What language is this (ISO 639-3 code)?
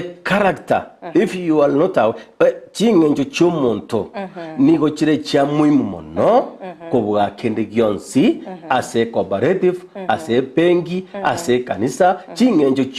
guz